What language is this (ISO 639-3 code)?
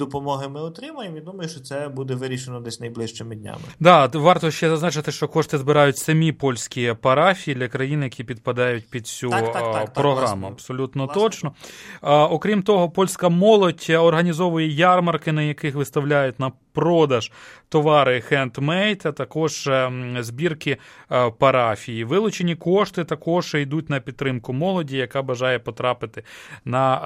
ukr